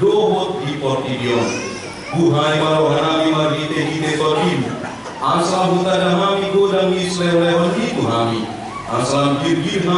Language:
Batak Toba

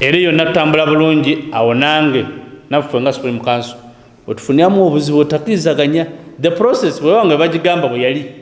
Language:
Ganda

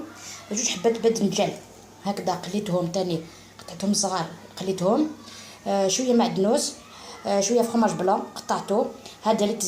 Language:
Algerian Arabic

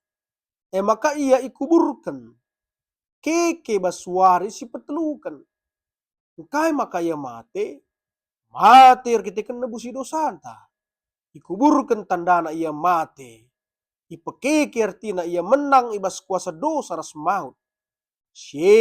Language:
Batak Karo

